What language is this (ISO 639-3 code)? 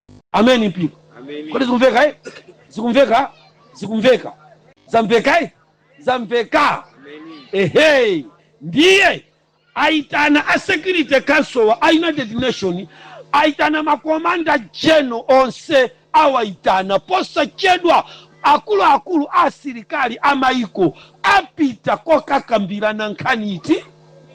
nya